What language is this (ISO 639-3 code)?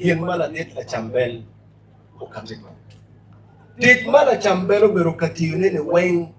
ach